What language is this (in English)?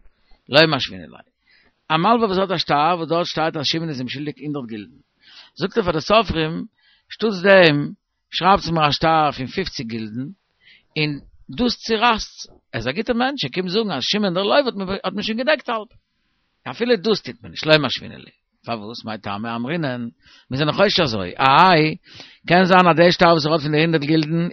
Yiddish